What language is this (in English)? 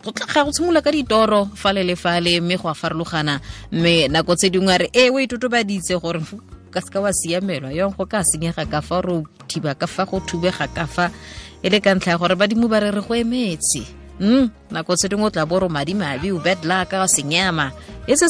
Tswana